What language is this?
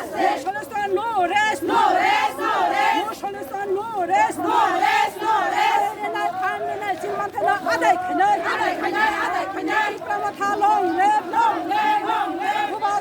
Kok Borok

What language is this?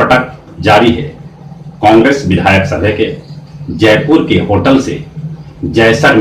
Magahi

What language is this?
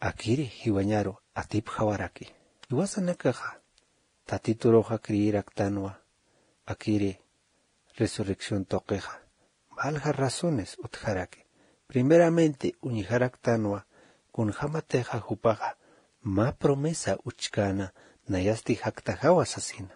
Aymara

